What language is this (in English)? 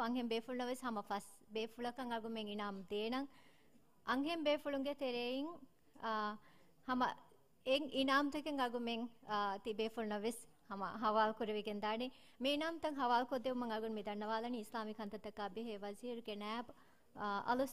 Divehi